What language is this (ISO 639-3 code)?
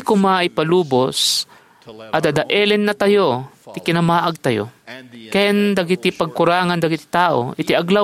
ilo